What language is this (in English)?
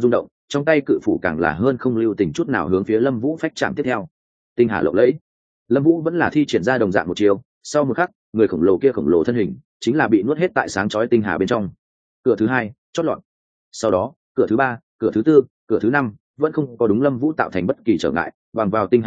Vietnamese